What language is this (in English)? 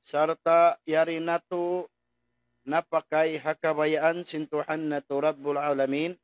Tausug